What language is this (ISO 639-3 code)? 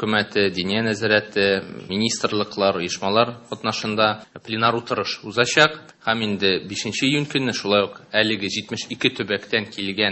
tat